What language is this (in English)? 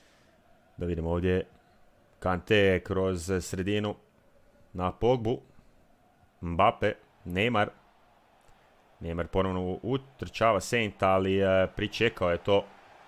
Croatian